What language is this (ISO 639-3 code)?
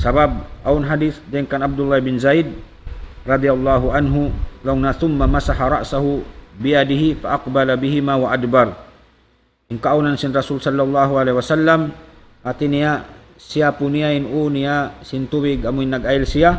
tsg